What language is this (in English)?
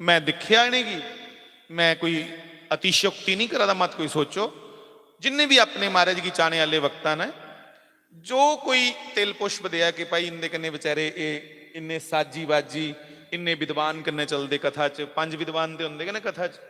Dogri